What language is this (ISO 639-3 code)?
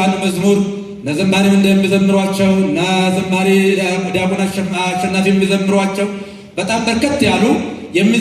amh